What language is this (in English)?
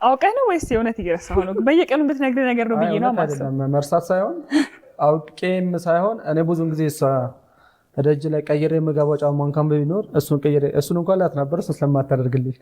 Amharic